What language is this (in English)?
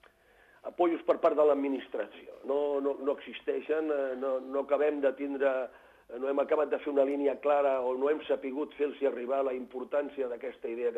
Catalan